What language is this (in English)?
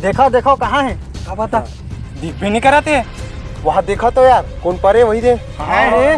Chhattisgarhi